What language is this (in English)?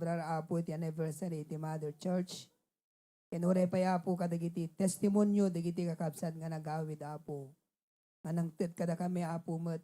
Iloko